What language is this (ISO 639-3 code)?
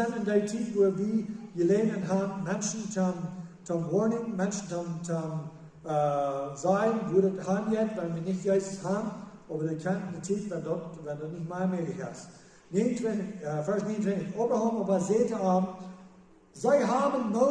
pdt